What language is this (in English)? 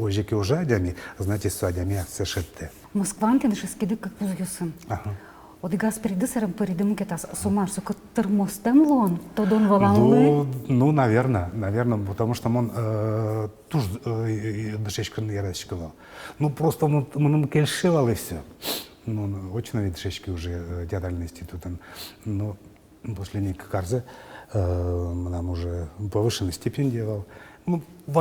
Udmurt